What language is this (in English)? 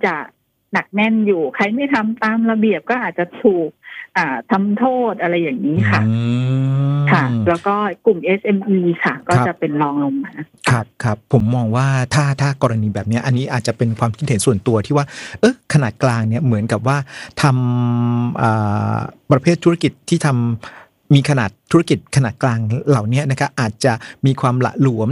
Thai